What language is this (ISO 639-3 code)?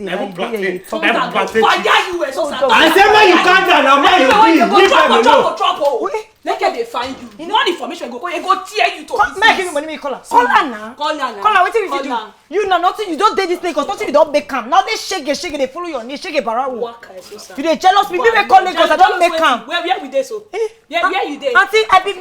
pcm